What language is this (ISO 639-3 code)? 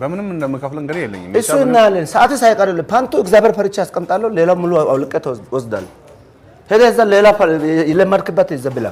amh